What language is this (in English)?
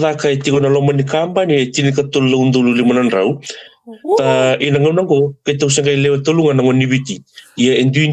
Fijian